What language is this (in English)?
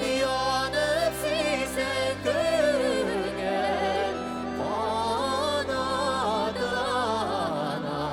Tatar